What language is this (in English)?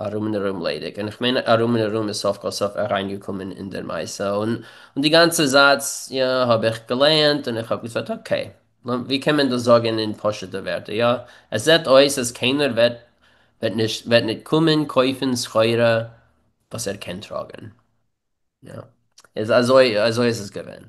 Yiddish